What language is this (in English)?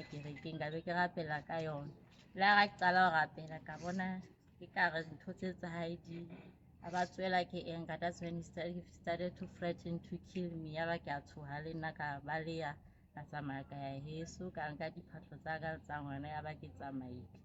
Southern Sotho